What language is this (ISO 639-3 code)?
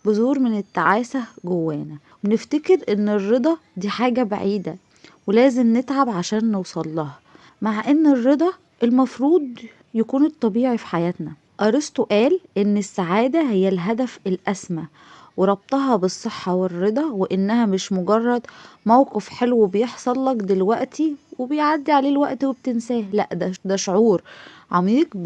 arz